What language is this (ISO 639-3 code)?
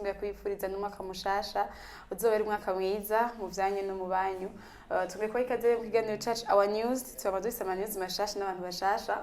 run